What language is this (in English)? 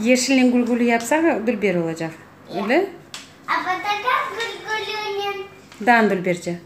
Crimean Tatar